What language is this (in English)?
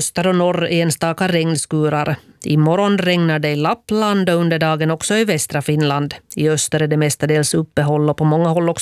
Swedish